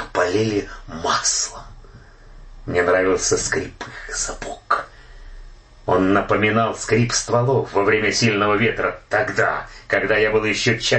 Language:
Russian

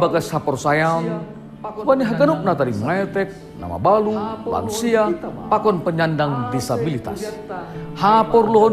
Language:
Batak Simalungun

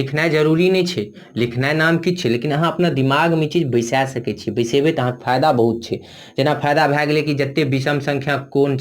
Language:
Maithili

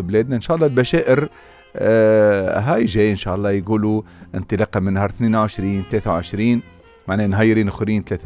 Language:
Tunisian Arabic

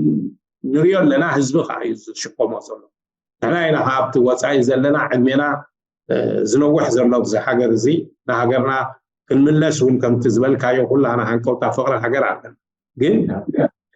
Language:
Tigrinya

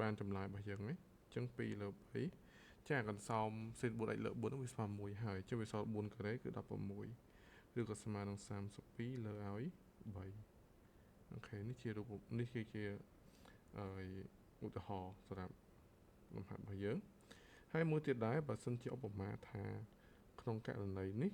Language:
Khmer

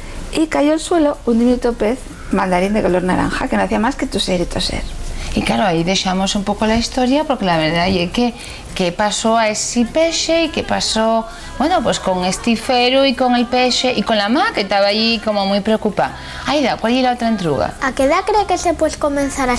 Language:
Asturian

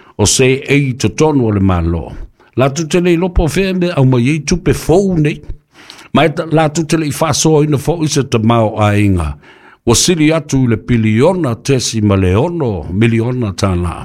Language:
Samoan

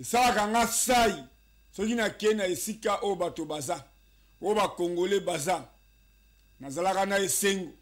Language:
Lingala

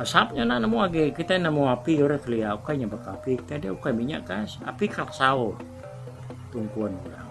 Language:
Iban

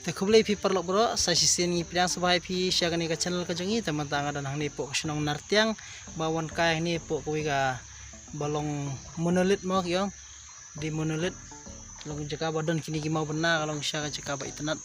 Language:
Khasi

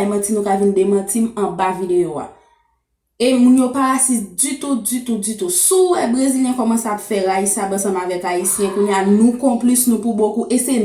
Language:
Haitian Creole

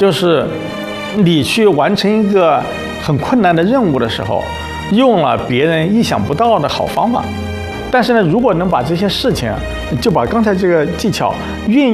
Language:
Chinese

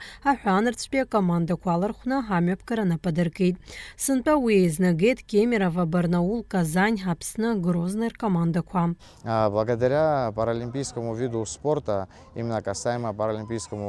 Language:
Abkhazian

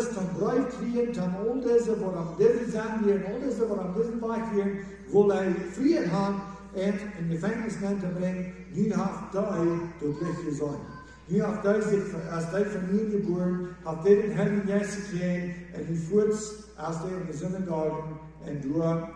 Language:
Plautdietsch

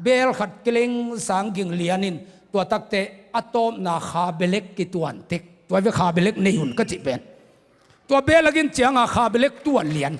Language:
Tedim Chin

